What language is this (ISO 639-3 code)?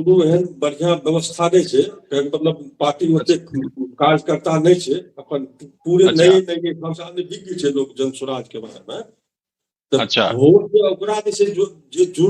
mai